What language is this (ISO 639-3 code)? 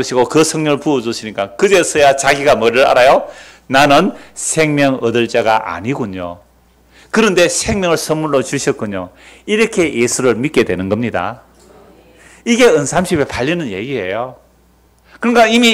kor